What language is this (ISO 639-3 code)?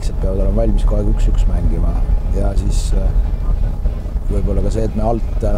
est